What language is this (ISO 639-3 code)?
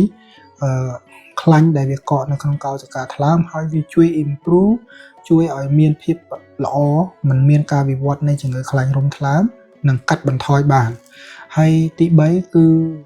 khm